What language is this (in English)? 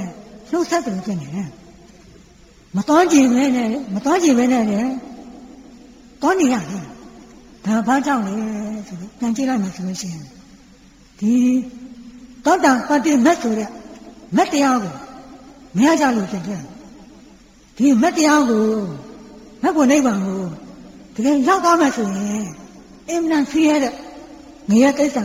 Burmese